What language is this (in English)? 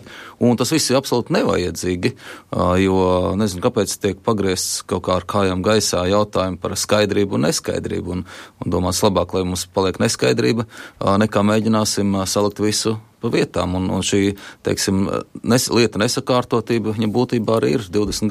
Latvian